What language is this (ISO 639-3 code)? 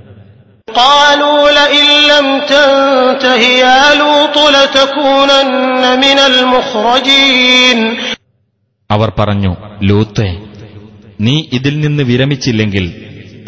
mal